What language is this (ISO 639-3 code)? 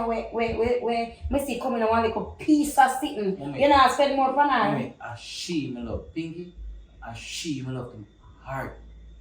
jam